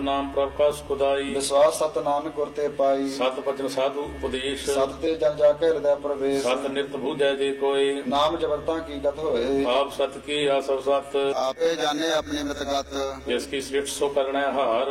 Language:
Punjabi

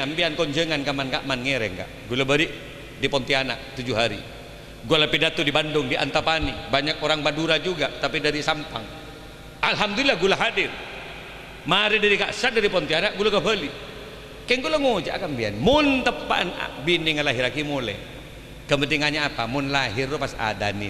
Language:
Madurese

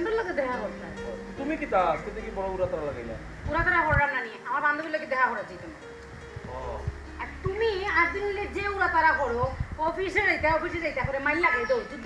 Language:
Sylheti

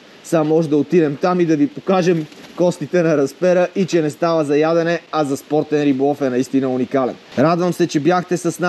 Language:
Bulgarian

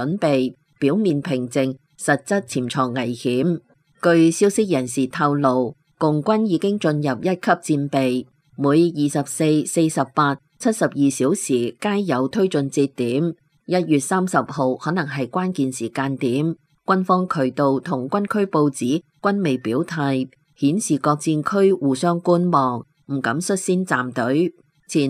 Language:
Cantonese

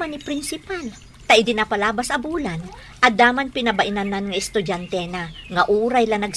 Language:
Iloko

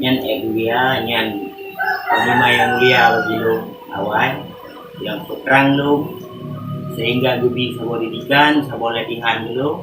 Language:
Achinese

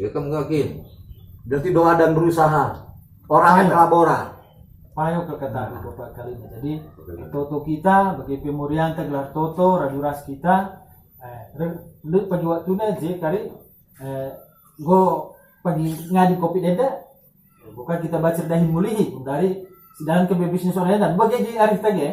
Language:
Batak Karo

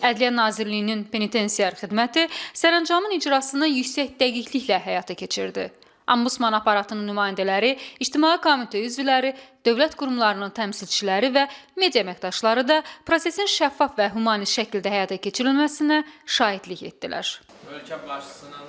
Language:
Azerbaijani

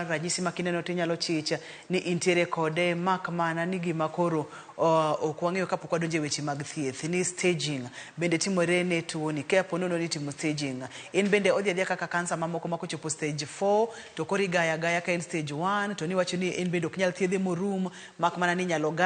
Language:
Luo (Kenya and Tanzania)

